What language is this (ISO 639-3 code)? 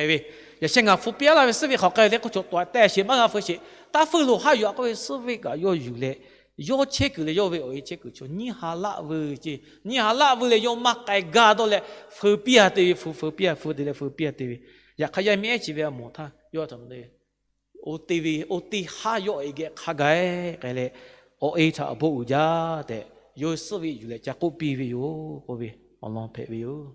lhu